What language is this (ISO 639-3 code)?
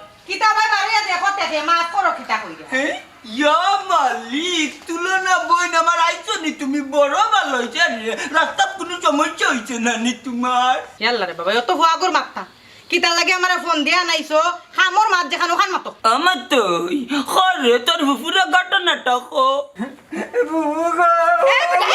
syl